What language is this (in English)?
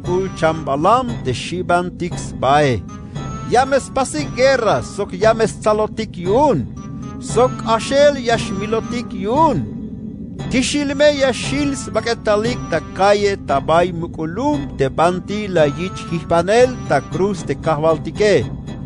Tzeltal